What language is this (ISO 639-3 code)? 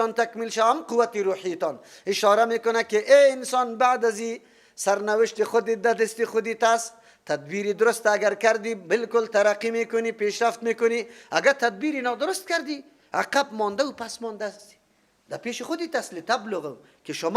fas